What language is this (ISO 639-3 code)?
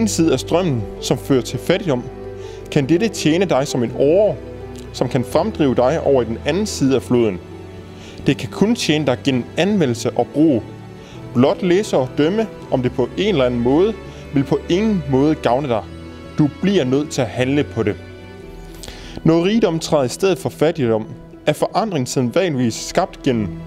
dan